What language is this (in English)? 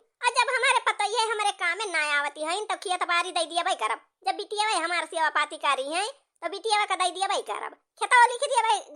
Awadhi